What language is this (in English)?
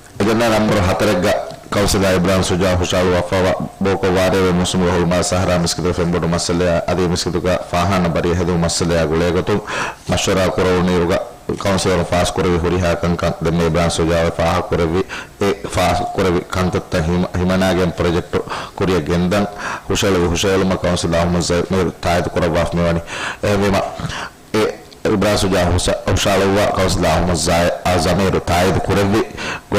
Divehi